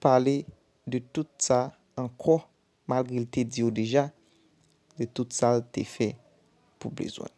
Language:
Haitian Creole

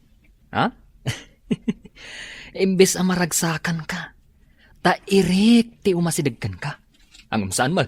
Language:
Iloko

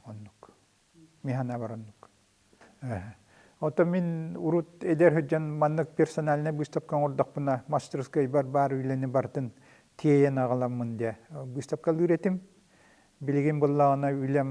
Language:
Yakut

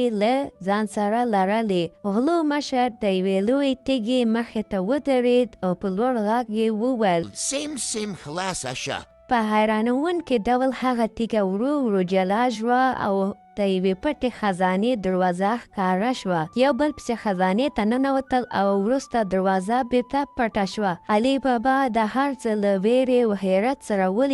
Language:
Pashto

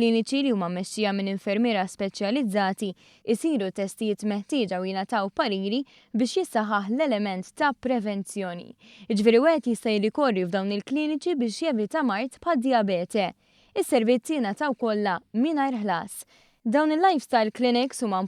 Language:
Maltese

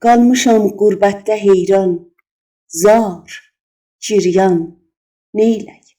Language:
South Azerbaijani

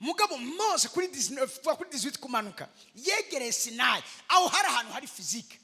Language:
Rundi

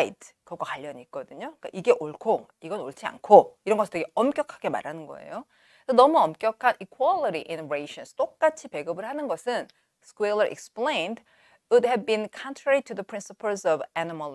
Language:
Korean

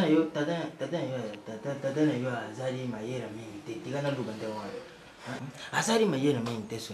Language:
Lingala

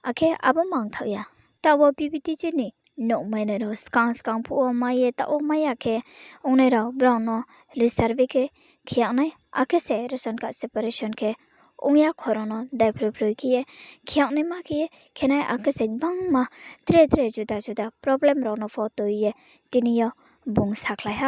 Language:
Riang (India)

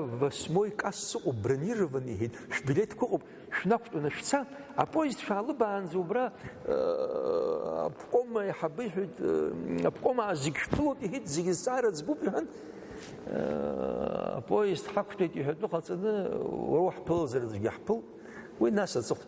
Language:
Abkhazian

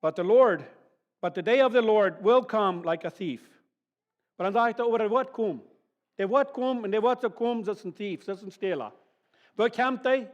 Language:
Plautdietsch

